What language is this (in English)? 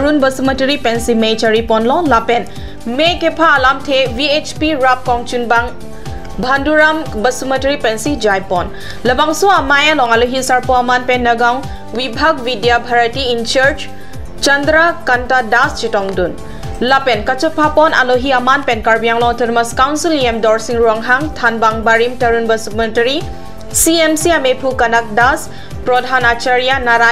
Karbi